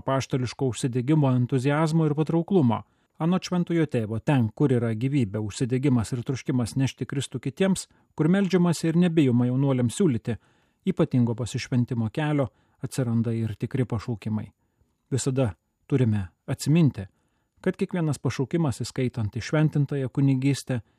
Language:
Lithuanian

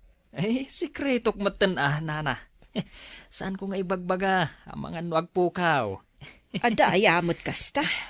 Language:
Iloko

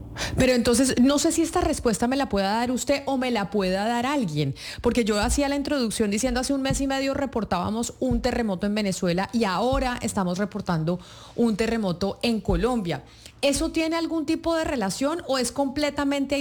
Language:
Spanish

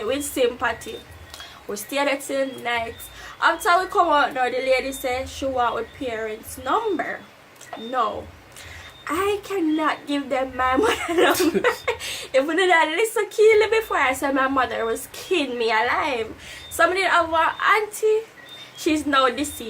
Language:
Jamaican Creole English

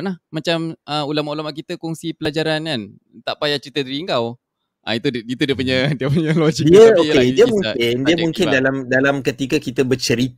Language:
Malay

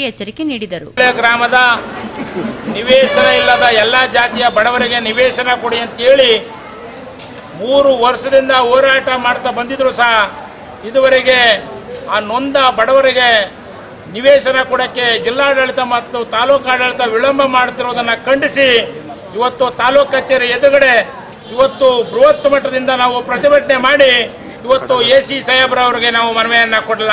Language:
Kannada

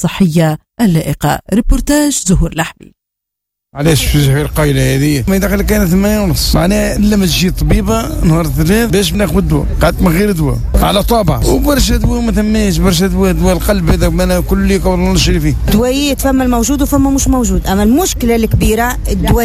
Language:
Tunisian Arabic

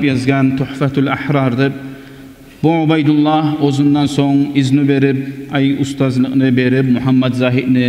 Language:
Kumyk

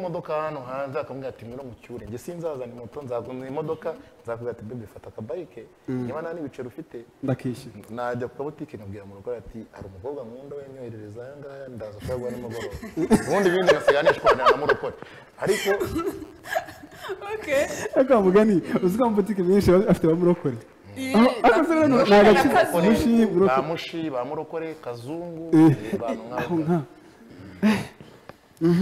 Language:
Kinyarwanda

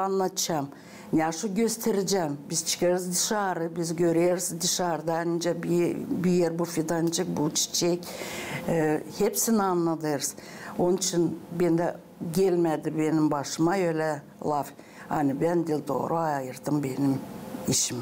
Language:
Gagauz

